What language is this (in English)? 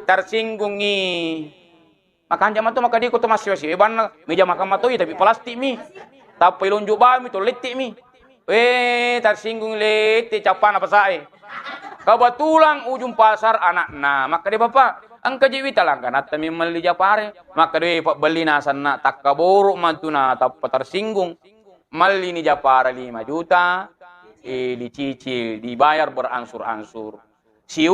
Buginese